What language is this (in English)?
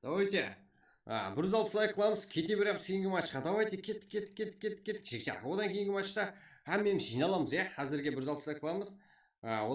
Kara-Kalpak